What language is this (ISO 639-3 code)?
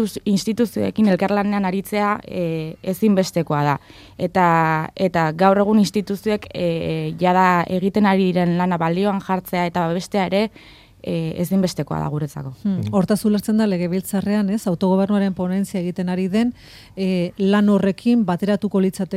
eus